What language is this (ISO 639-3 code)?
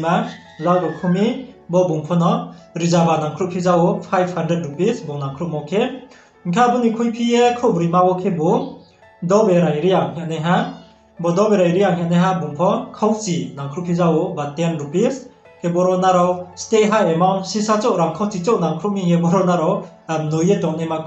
ria